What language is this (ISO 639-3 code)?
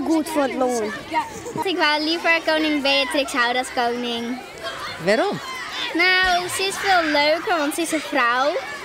fry